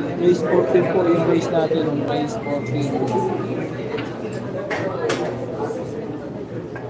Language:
Filipino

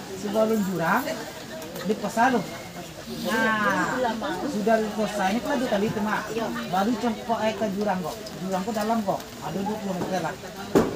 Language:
Minangkabau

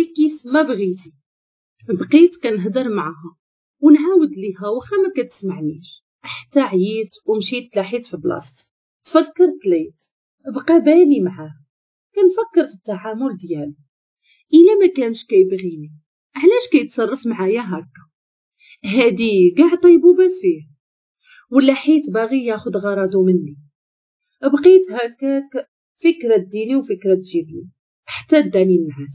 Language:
Moroccan Arabic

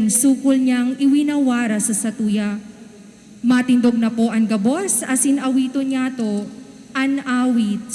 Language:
Bikol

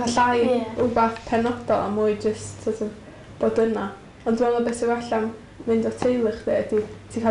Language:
Welsh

